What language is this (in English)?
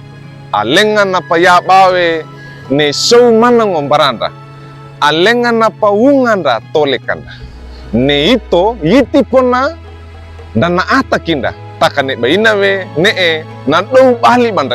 Wejewa